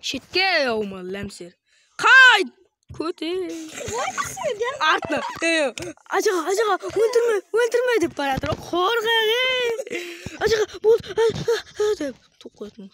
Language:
Kara-Kalpak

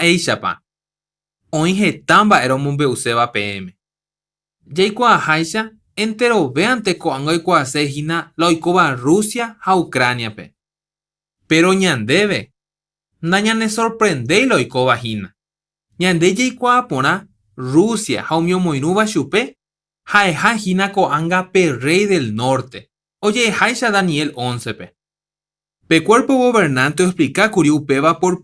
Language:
Guarani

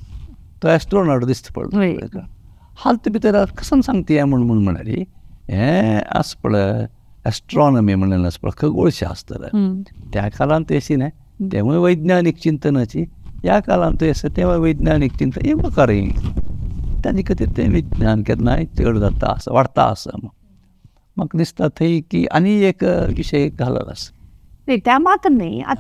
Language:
Konkani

